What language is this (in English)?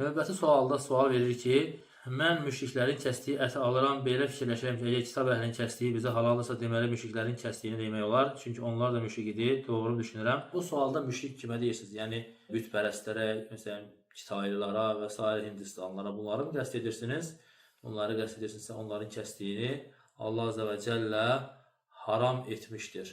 Azerbaijani